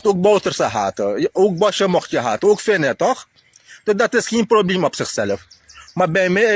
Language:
Sranan Tongo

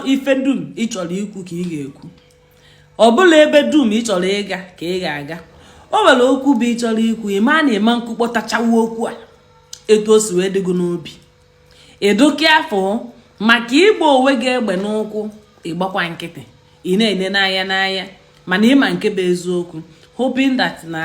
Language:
Igbo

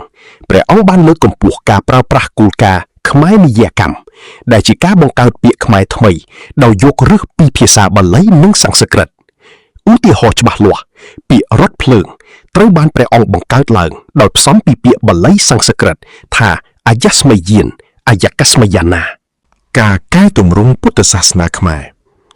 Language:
Khmer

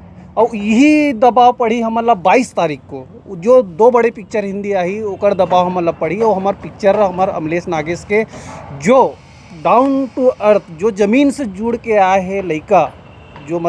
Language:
Chhattisgarhi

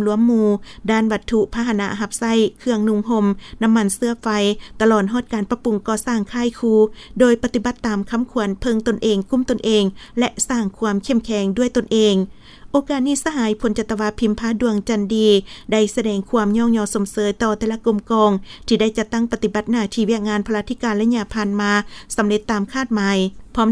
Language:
Lao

